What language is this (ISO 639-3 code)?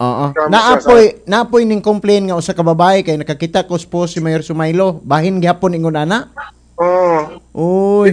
ceb